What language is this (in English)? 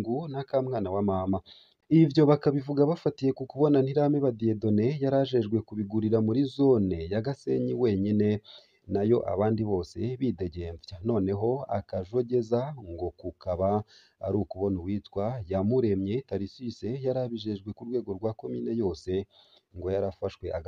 Rundi